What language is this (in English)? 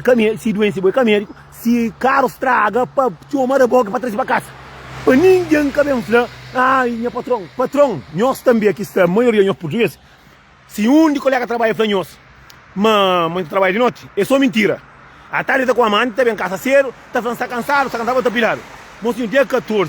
Kabuverdianu